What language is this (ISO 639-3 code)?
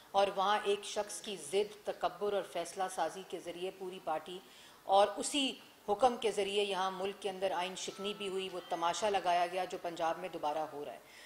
urd